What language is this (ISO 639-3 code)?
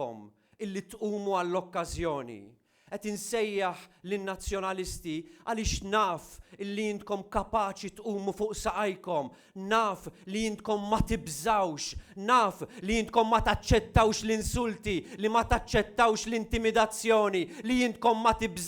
mlt